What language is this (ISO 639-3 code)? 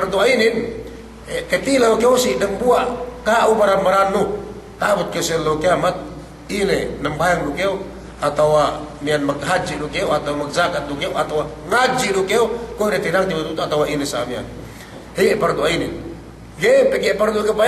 yka